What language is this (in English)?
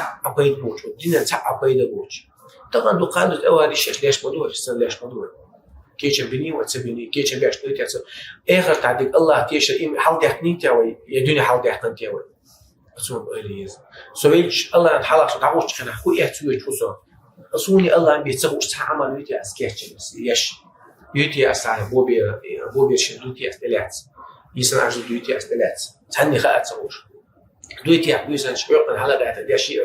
Chechen